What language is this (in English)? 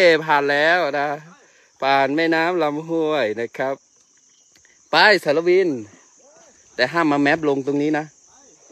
Thai